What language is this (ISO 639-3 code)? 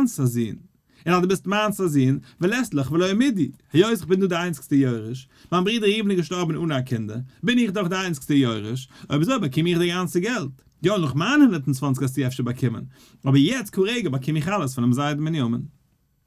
yid